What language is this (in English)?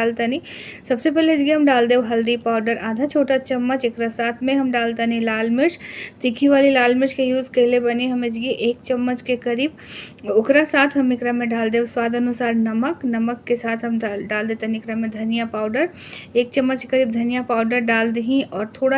Bhojpuri